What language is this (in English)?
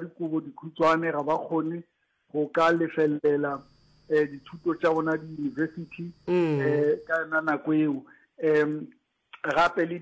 Northern Sotho